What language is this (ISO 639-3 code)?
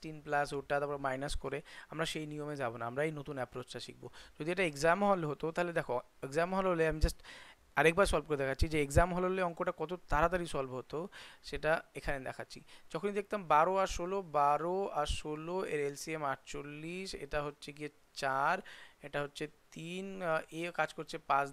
ben